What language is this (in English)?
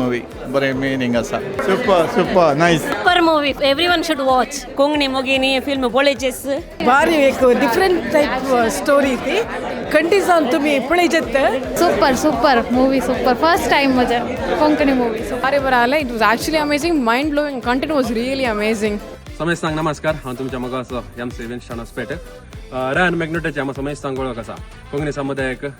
Konkani